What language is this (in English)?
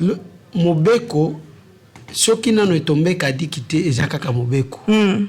Lingala